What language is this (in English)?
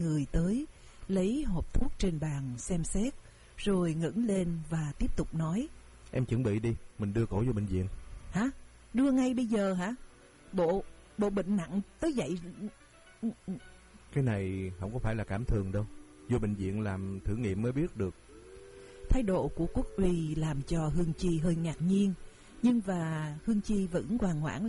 Vietnamese